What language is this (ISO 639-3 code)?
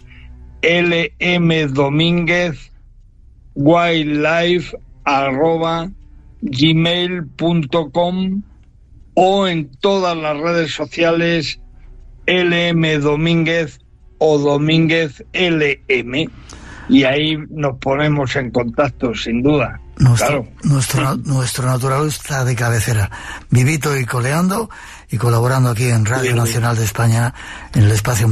spa